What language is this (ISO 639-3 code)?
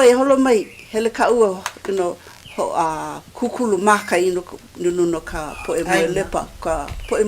haw